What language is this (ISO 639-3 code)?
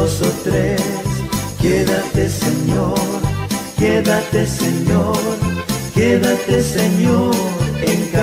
spa